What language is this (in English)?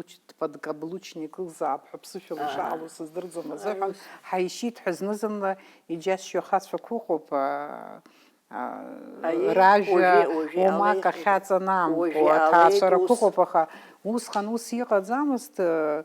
Abkhazian